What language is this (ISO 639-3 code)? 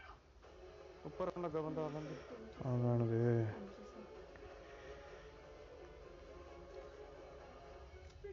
pan